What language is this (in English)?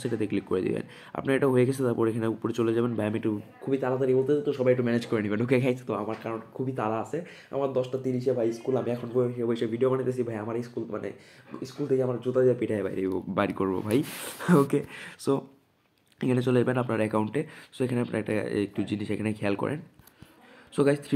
Bangla